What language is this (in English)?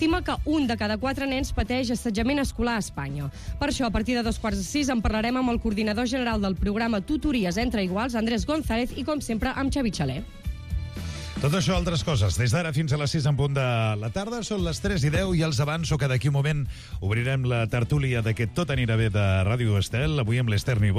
Catalan